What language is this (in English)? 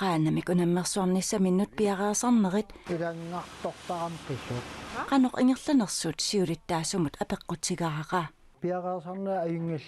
Kalaallisut